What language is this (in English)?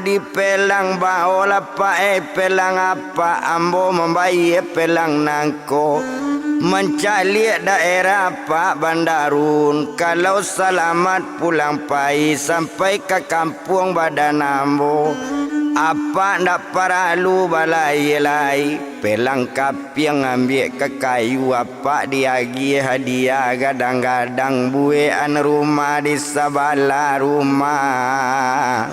Minangkabau